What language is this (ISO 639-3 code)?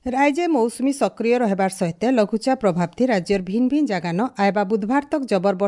ori